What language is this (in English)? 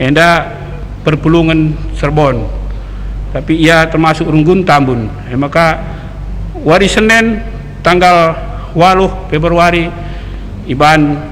Batak Karo